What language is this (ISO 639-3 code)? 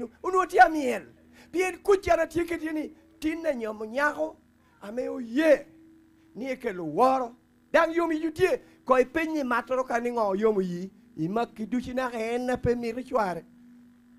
laj